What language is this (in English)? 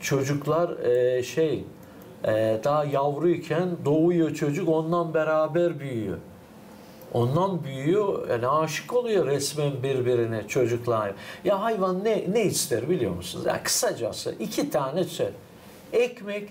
Gagauz